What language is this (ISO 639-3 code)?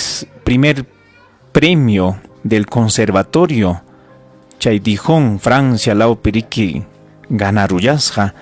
quy